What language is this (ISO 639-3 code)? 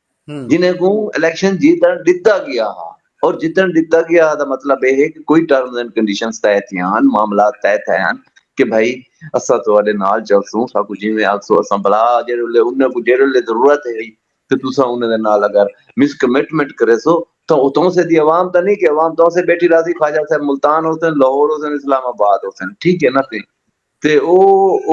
skr